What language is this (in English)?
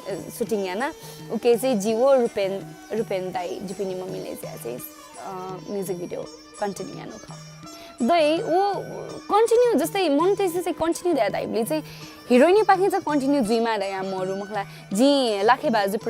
Newari